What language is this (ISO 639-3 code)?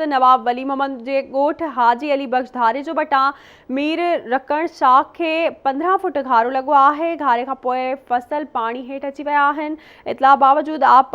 snd